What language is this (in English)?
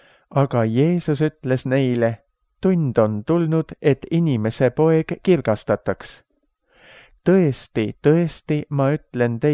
Estonian